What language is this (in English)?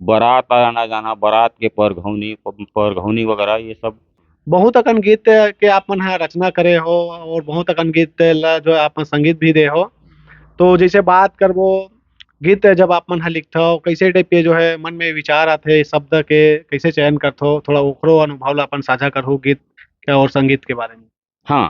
Chhattisgarhi